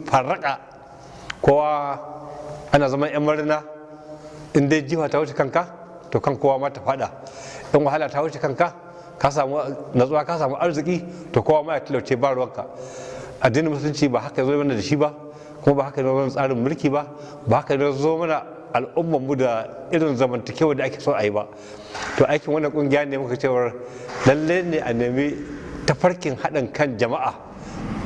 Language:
Hausa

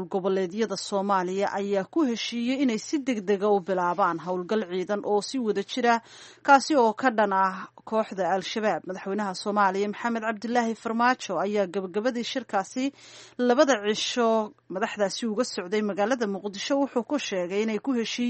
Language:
Somali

